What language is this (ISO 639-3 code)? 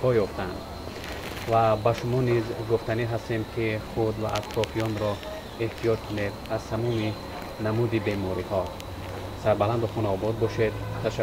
tgk